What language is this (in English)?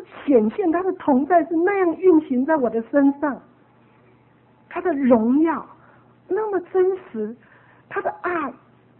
Chinese